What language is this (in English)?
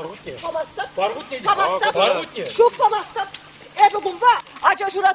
Chuvash